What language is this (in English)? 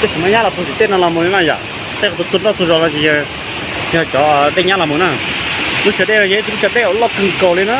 Hmong